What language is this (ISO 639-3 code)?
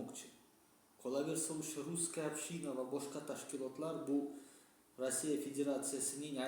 uzb